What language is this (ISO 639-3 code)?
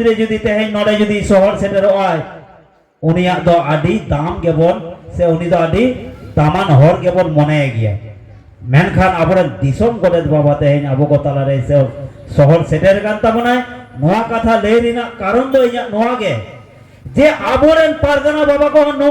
sat